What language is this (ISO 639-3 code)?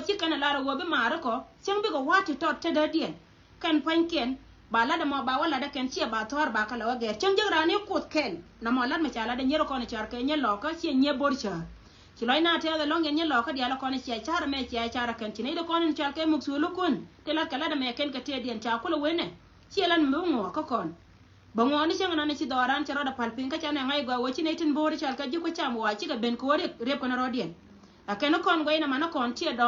nus